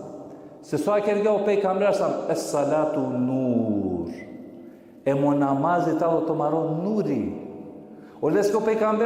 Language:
Balkan Romani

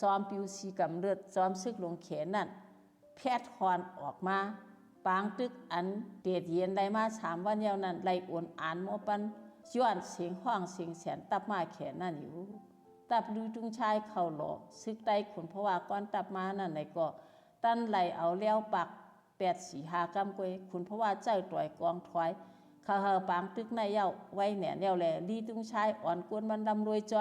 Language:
Shan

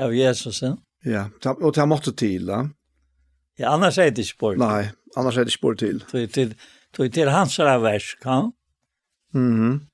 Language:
Faroese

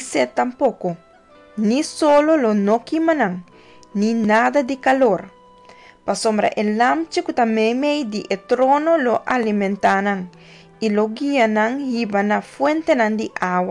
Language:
Papiamento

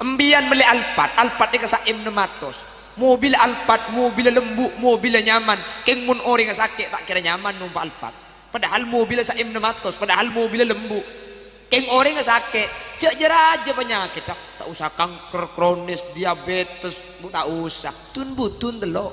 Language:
Madurese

